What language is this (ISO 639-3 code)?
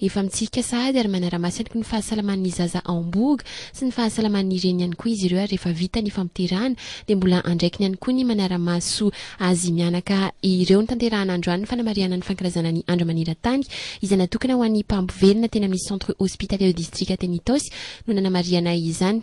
mlg